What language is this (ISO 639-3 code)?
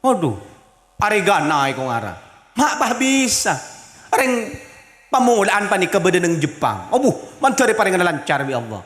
mad